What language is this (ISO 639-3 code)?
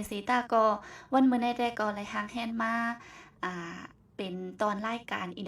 shn